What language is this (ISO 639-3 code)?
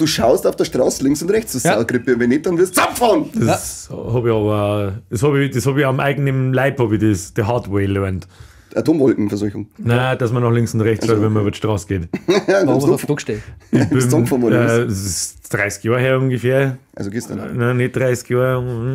bar